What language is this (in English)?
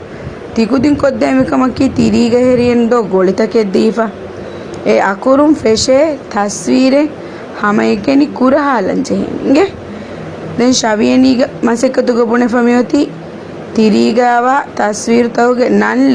Divehi